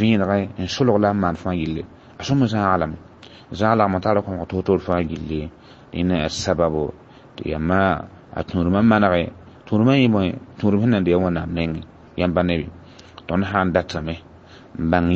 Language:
Mossi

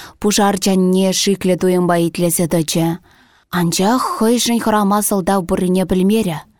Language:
Chuvash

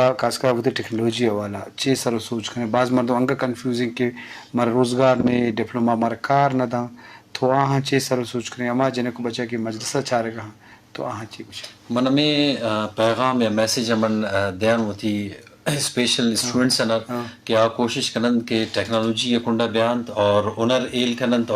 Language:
Eastern Balochi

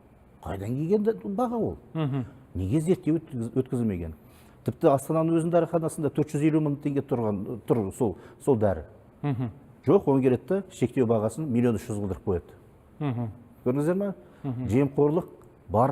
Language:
Kazakh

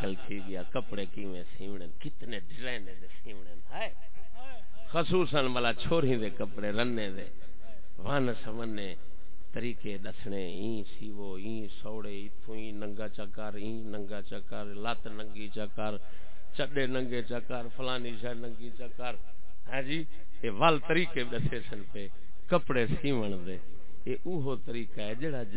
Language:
Saraiki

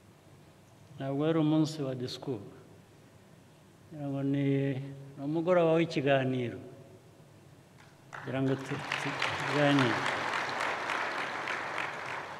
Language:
Kinyarwanda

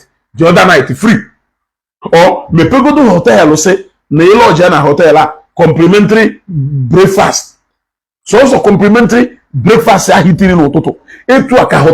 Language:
Igbo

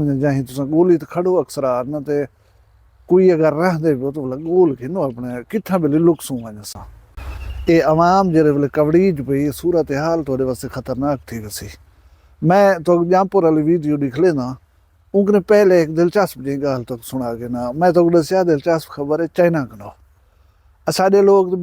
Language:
Saraiki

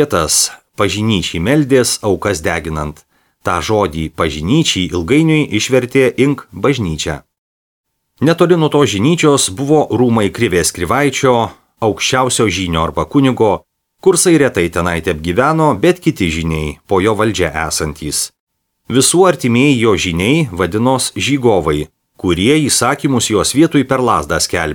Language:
Lithuanian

